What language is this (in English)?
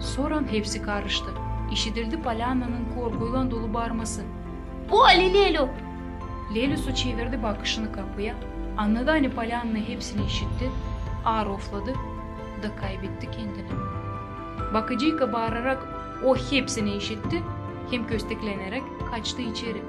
Gagauz